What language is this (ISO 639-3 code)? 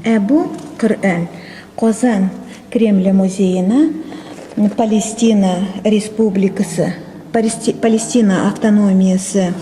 tat